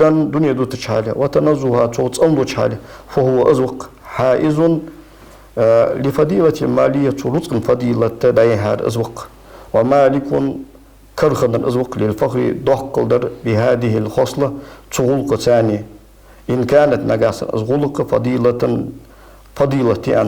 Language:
Ingush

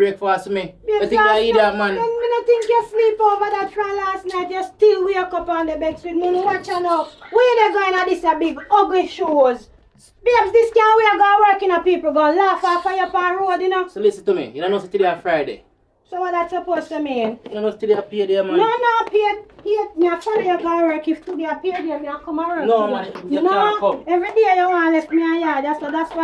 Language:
Jamaican Creole English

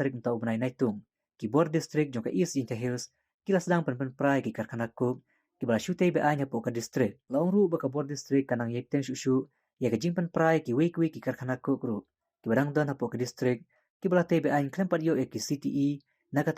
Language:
Khasi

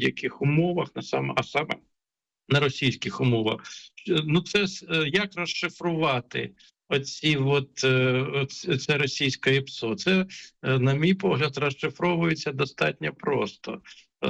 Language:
Ukrainian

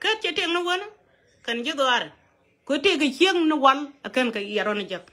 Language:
Nuer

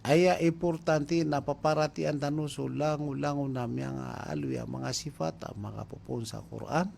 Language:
Maranao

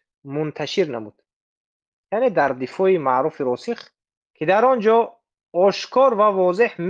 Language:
Tajik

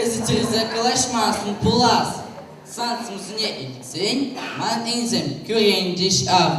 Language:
Chuvash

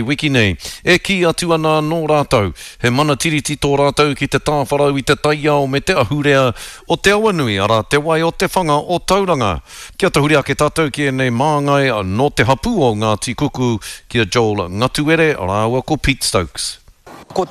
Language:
Māori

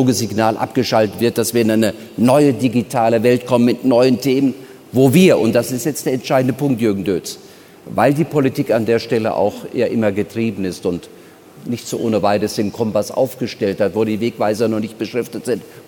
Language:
German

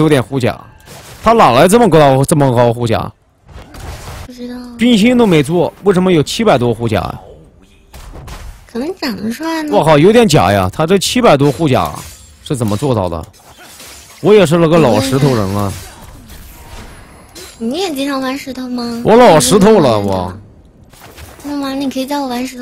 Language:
Chinese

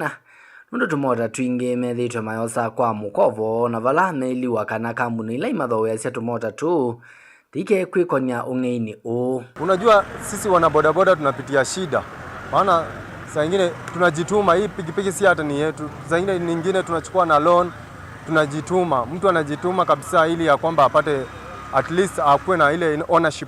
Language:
Kamba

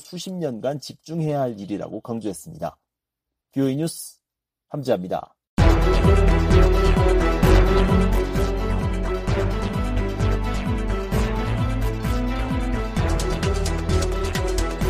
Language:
Korean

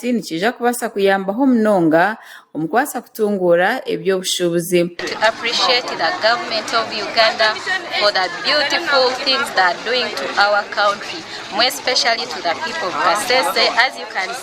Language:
Nyankole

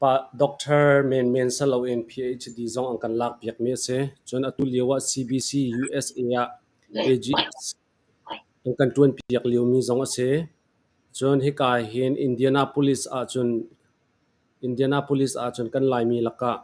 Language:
Hakha Chin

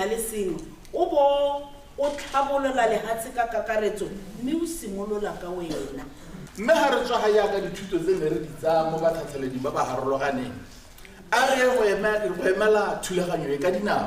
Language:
Tswana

